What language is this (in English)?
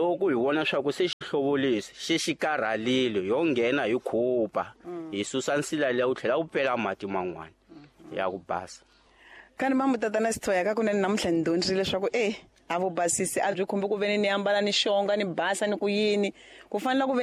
Tsonga